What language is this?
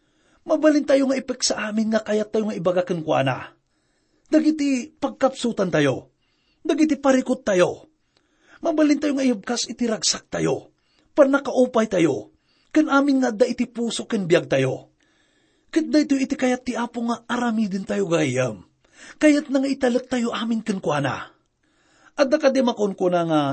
Iloko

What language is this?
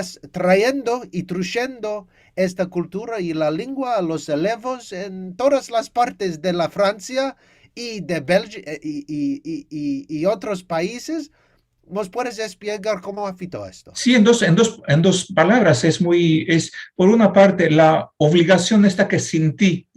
Ladino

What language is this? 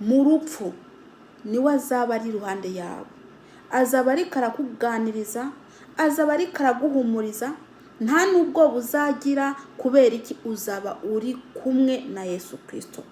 Kinyarwanda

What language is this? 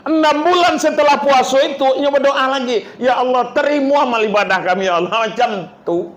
Minangkabau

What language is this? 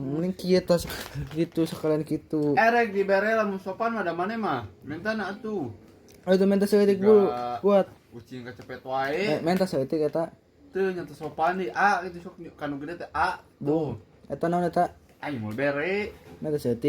Sundanese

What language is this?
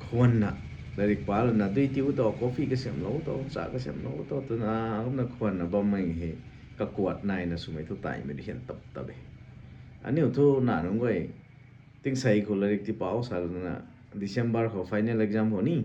Rongmei Naga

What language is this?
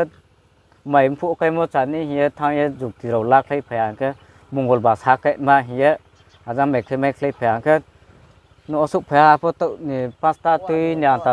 Riang (India)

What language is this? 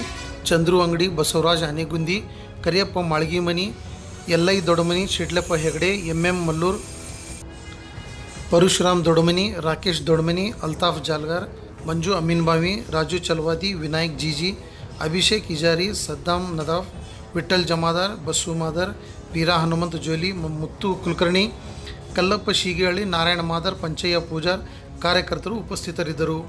Kannada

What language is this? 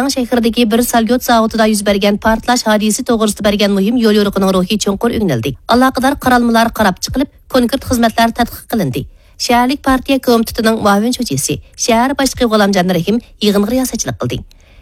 Uyghur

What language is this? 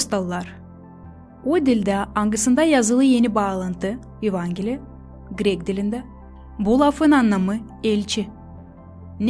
Gagauz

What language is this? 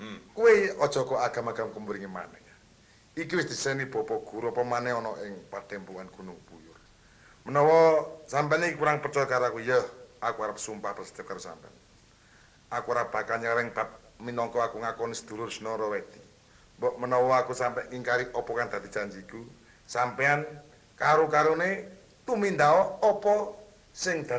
Javanese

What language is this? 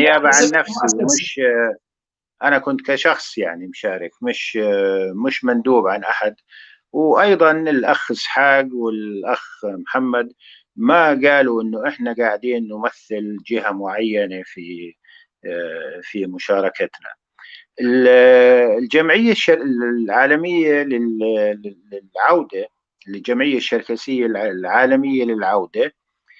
North Levantine Arabic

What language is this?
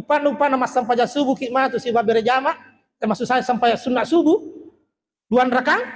Buginese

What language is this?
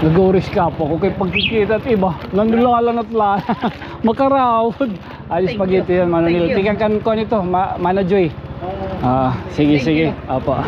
Waray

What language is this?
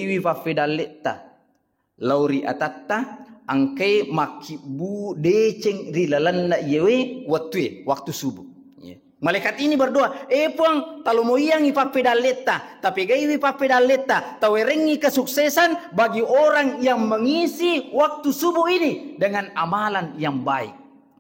Buginese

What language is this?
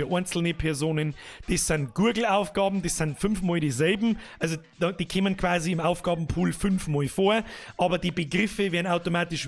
Bavarian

